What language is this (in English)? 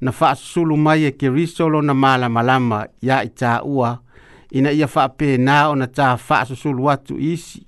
Samoan